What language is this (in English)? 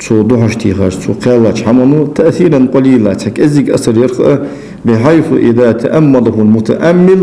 Ingush